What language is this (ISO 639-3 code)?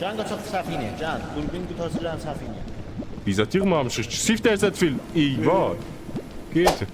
azb